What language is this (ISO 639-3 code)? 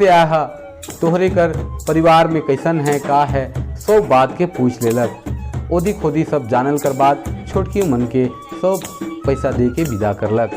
sck